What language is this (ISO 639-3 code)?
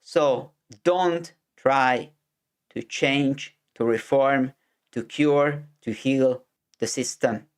eng